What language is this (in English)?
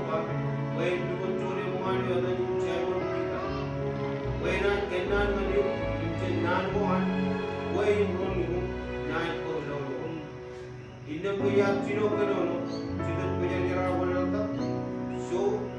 Marshallese